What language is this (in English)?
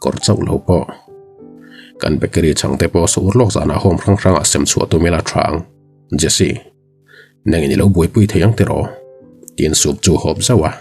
Mizo